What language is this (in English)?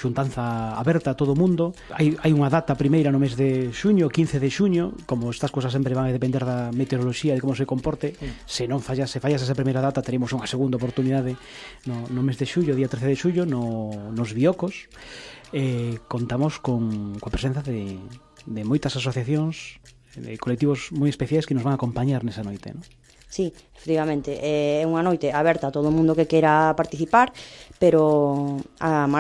Galician